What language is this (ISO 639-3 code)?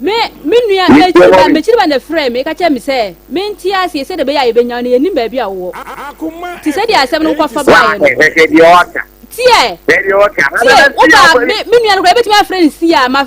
aka